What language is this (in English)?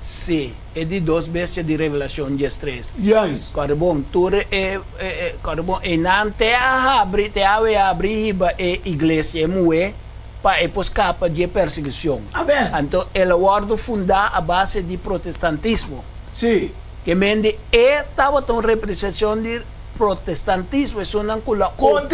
Papiamento